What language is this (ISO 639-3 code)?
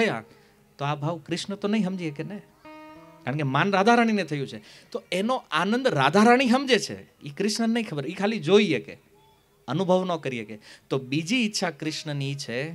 guj